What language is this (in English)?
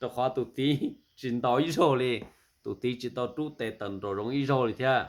Hmong